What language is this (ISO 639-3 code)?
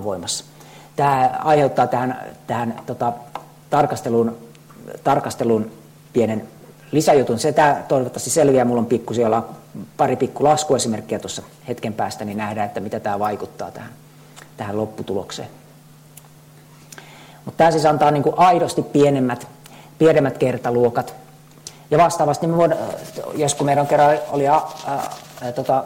fin